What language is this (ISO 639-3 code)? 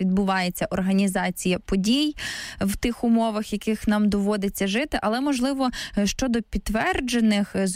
ukr